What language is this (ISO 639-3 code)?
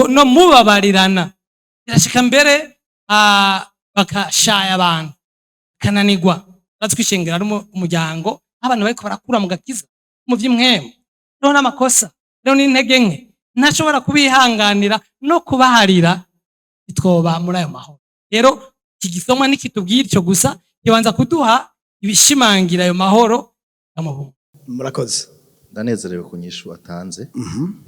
run